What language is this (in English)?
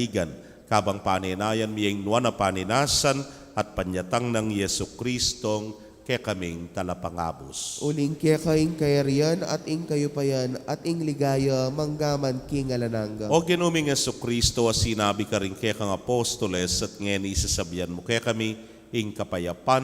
Pampanga